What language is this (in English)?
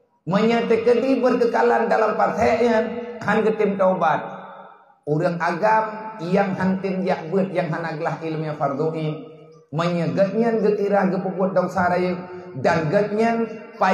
Achinese